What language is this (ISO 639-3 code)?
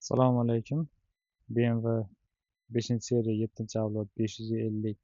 uzb